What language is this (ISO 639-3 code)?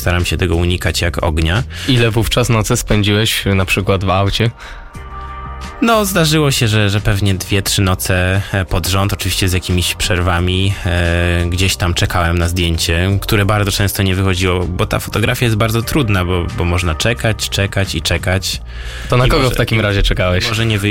pol